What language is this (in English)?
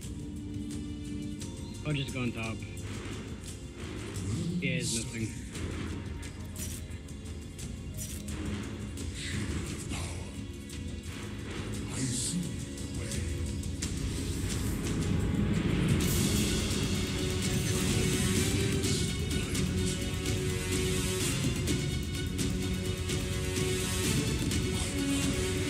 English